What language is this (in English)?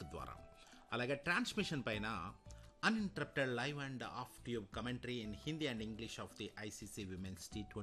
Telugu